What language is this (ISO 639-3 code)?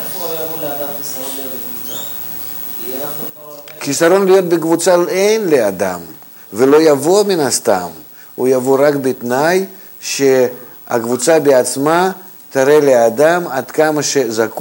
heb